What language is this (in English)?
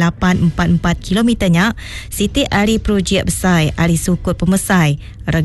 Malay